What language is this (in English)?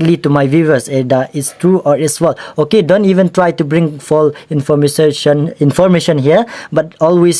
Khasi